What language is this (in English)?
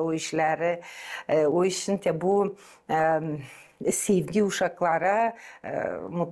Gagauz